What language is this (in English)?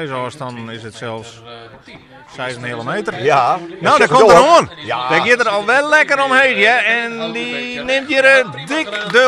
Western Frisian